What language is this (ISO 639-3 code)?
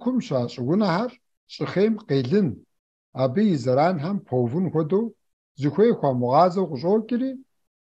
kbd